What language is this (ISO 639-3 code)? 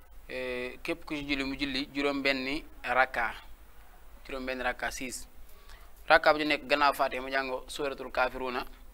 wol